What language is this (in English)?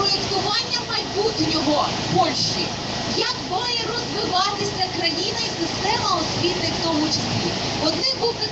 Ukrainian